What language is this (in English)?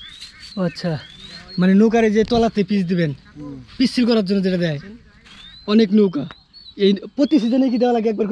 Bangla